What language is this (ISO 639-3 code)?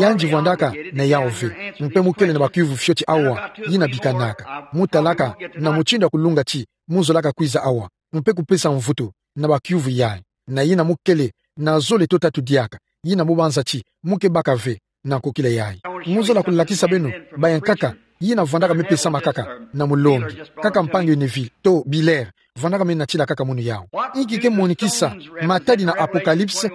ktu